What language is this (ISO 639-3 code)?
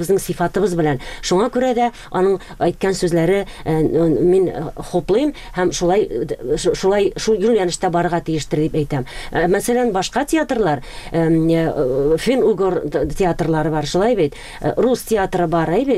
tat